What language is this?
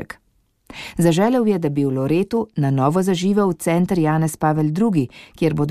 Slovenian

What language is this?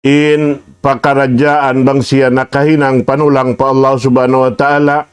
Tausug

